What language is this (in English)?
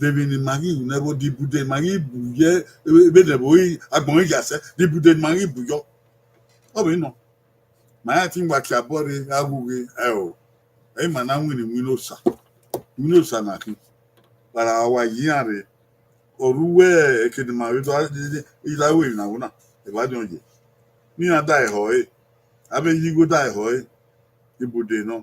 Bini